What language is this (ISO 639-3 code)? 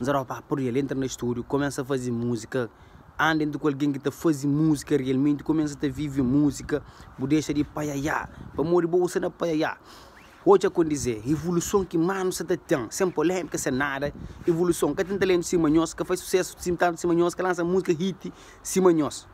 kea